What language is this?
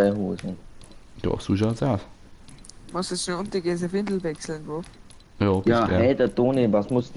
Bavarian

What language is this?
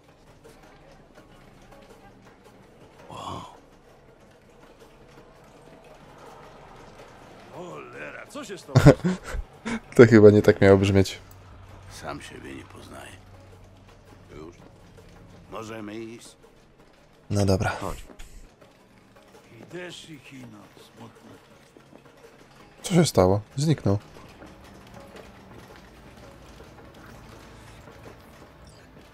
Polish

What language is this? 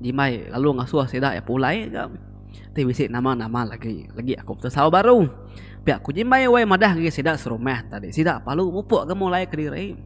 Iban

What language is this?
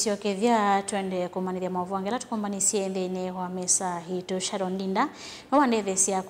Kamba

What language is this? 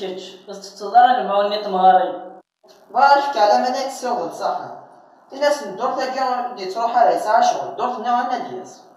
Kabyle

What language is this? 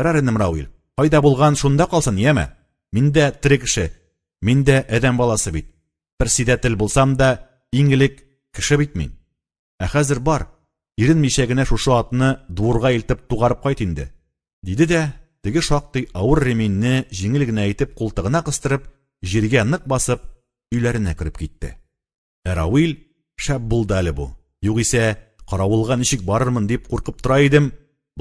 Tatar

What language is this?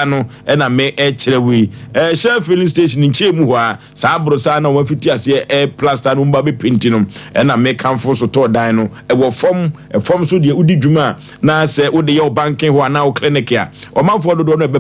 Akan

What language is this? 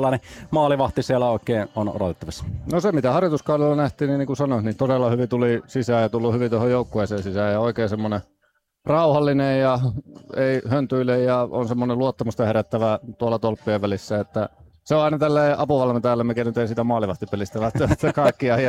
Finnish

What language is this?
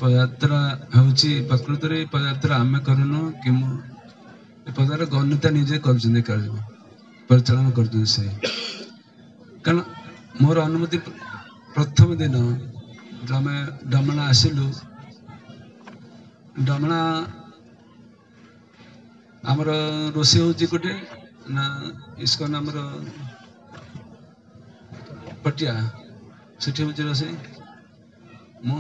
Odia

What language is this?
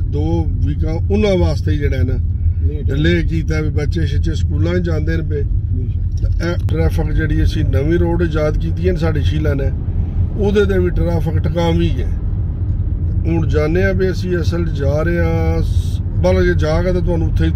Punjabi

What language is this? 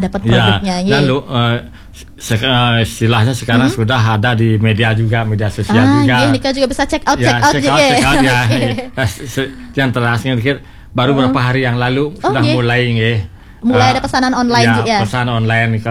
Balinese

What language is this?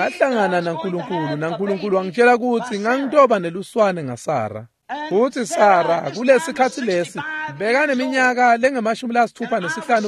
Swati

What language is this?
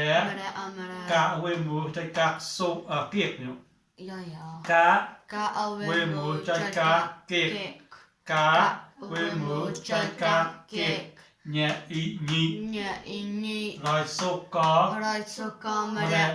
Mon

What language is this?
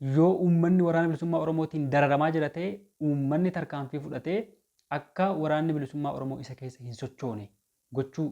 Oromo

